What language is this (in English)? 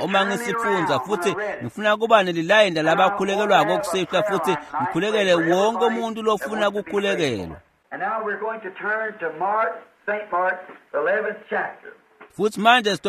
Swati